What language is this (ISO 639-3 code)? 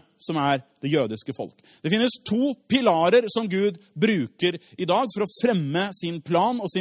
nor